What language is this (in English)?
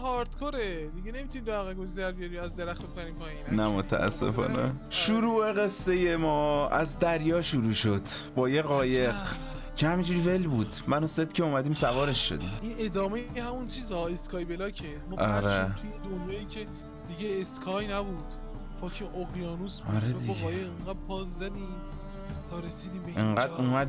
Persian